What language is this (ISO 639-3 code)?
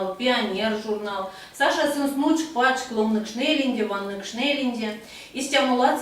myv